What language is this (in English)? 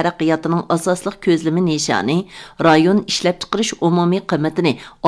Uyghur